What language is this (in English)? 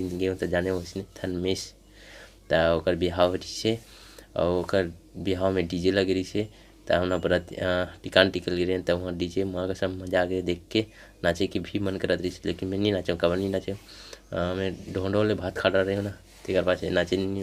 Chhattisgarhi